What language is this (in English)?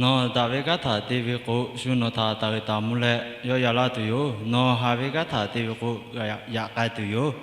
Lahu